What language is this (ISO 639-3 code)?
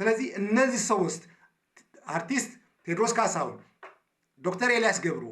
amh